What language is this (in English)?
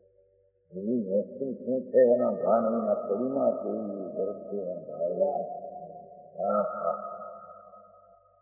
Gujarati